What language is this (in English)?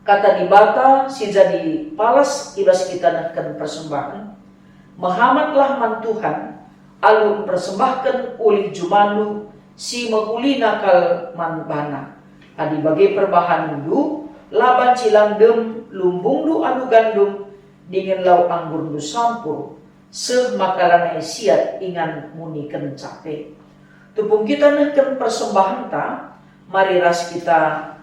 Batak Karo